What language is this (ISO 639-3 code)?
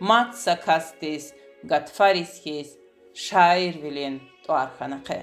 lez